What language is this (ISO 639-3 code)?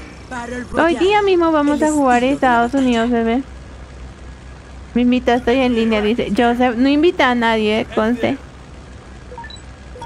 spa